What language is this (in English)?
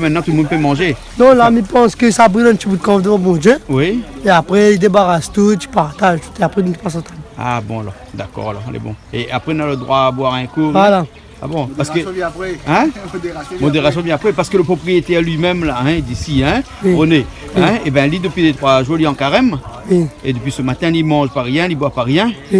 Réunion Creole French